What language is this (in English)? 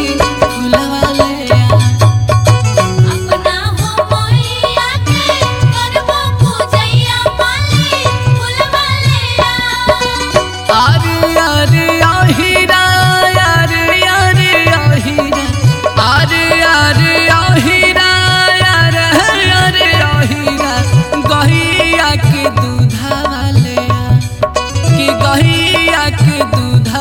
Bhojpuri